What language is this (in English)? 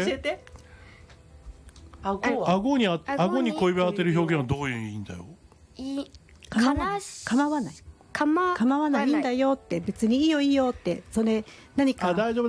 Japanese